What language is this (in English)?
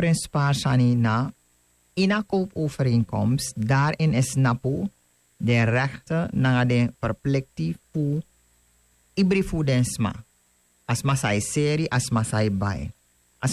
Sranan Tongo